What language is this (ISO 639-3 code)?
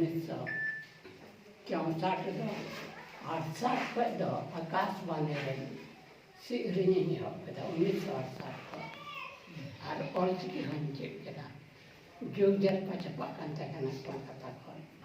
sat